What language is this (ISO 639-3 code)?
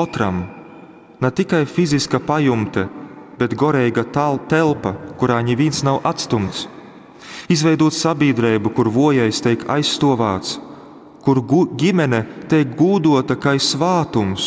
ltg